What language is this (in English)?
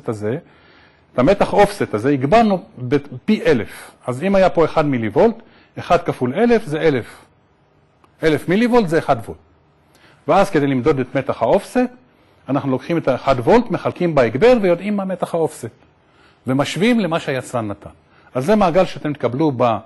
Hebrew